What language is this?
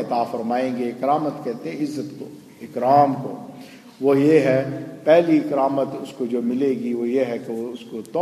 Urdu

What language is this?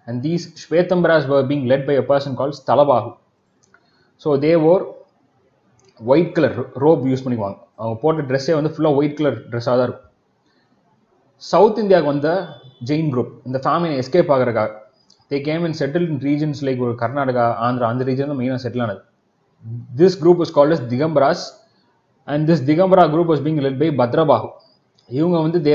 Tamil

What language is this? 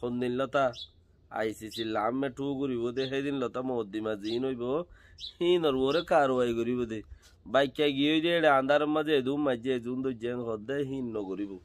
Rohingya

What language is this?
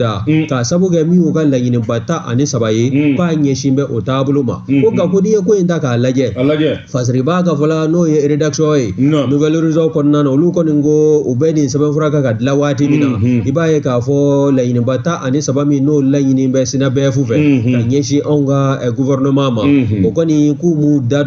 Bambara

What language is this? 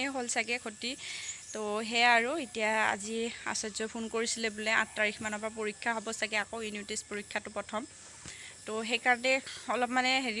Assamese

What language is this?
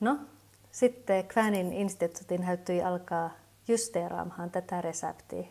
Kven Finnish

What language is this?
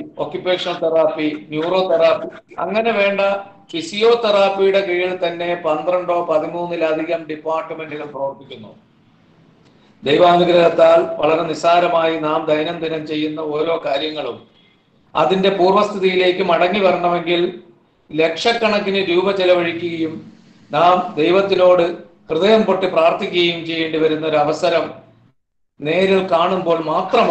Malayalam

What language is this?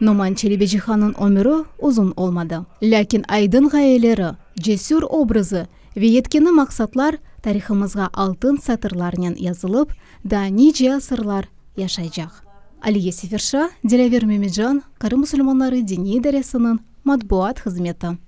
Crimean Tatar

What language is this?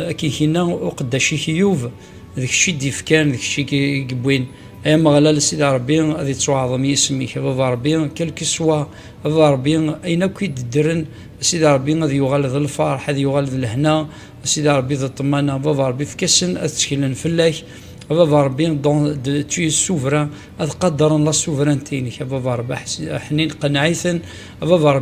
Kabyle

